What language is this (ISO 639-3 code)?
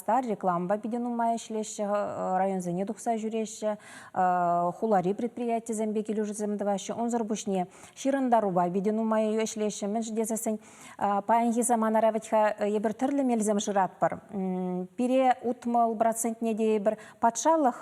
chv